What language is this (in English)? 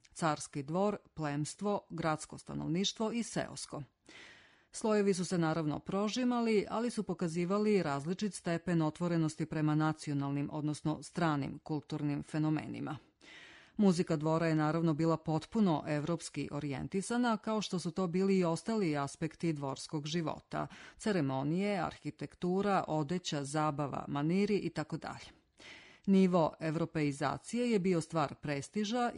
Serbian